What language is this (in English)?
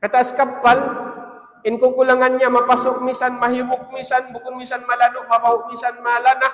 Tausug